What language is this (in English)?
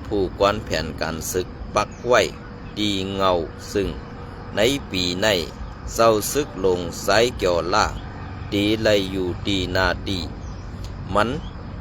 Shan